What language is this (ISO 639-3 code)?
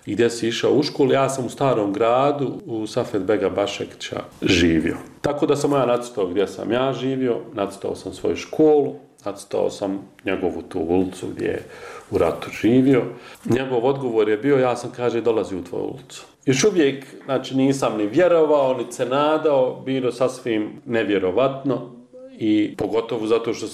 bos